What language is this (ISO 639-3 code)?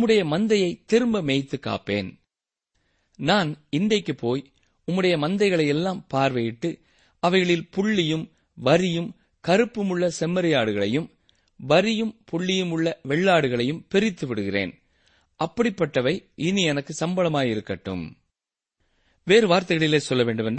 tam